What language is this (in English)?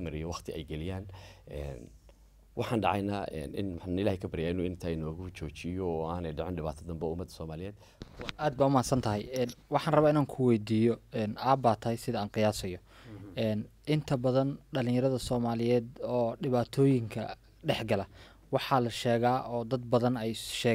Somali